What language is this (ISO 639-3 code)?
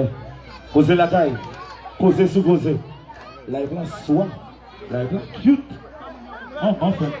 hat